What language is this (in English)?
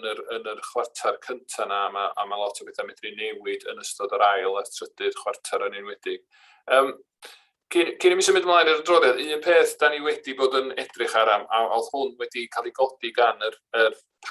Welsh